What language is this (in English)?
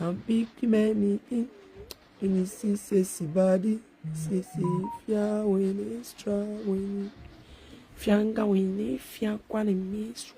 Nigerian Pidgin